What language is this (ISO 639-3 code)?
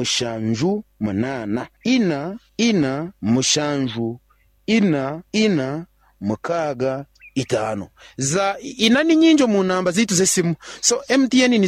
nyn